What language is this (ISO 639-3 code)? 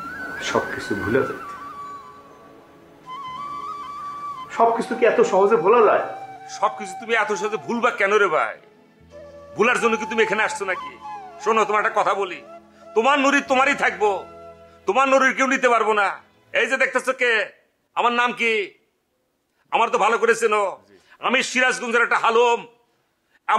ben